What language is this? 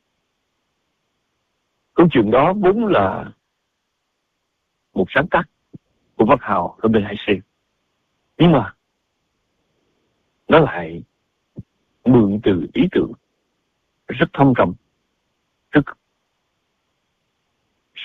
Vietnamese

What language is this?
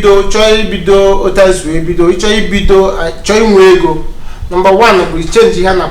Igbo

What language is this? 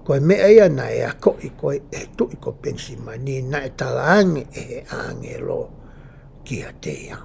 Tongan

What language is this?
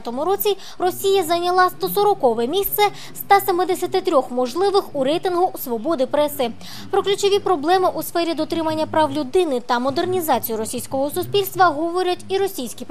Ukrainian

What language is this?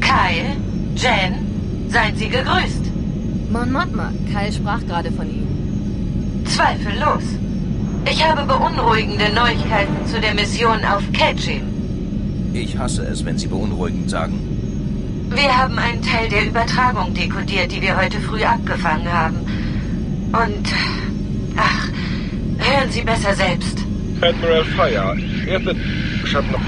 Bavarian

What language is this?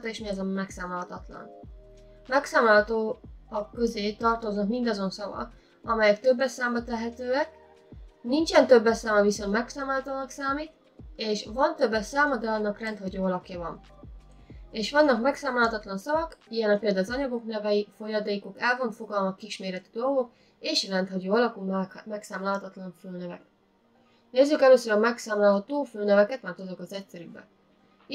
Hungarian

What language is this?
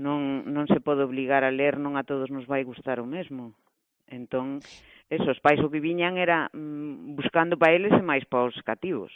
Galician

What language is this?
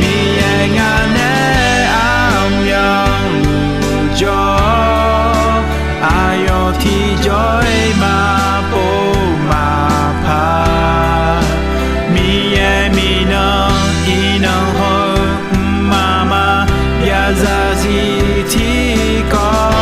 Akha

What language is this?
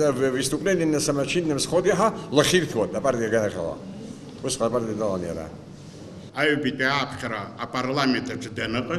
Abkhazian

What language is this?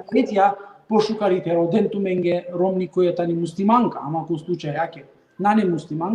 Balkan Romani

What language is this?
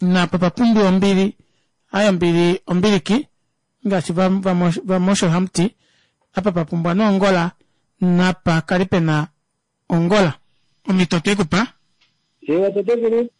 Kuanyama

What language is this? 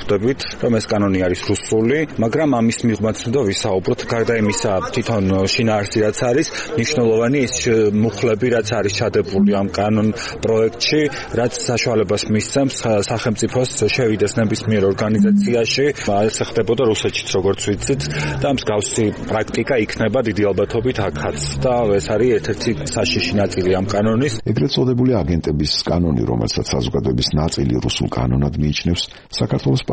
Georgian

